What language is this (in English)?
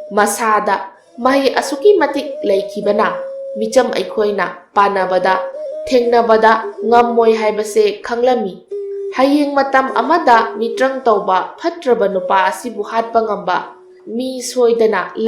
Manipuri